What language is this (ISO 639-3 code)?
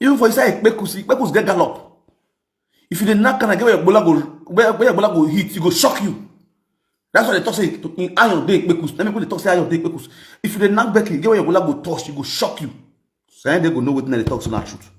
pcm